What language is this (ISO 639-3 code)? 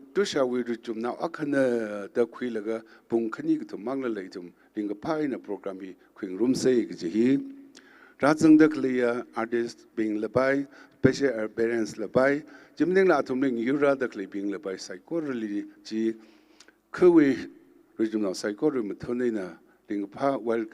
nmf